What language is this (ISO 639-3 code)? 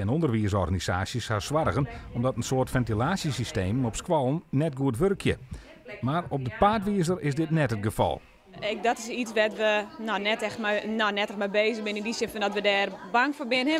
fry